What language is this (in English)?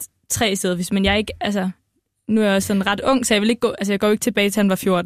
Danish